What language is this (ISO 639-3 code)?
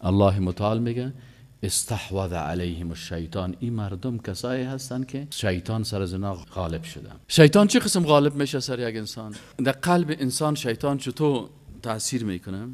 fas